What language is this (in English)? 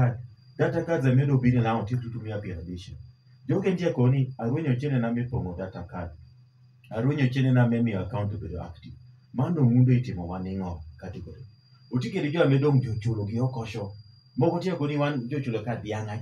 Lango (Uganda)